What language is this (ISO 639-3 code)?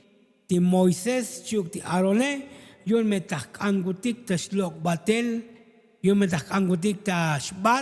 tzo